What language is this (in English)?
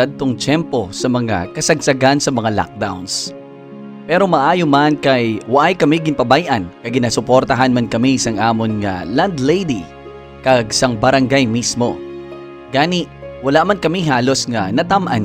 Hiligaynon